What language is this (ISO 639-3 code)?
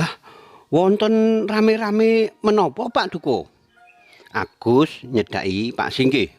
jav